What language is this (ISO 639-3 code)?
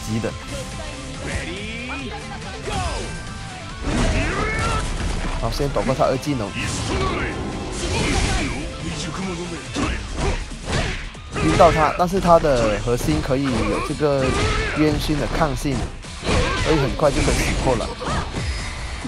zho